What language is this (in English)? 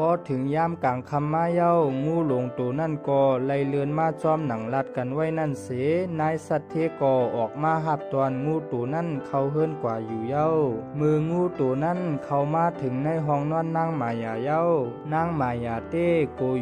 Shan